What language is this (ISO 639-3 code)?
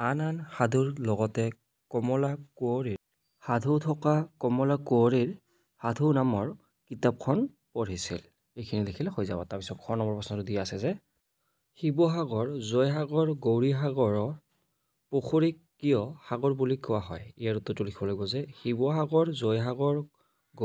asm